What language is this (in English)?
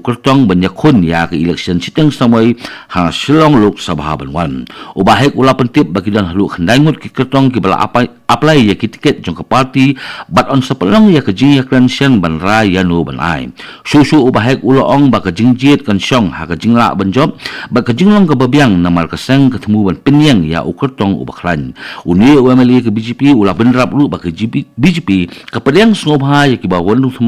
Khasi